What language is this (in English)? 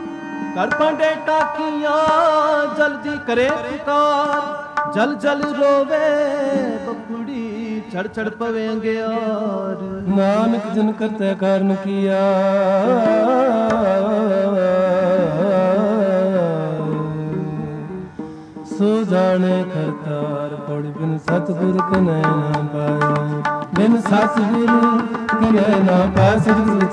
Punjabi